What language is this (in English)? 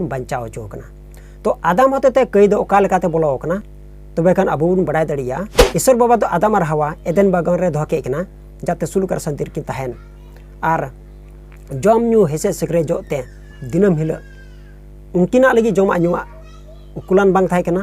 Santali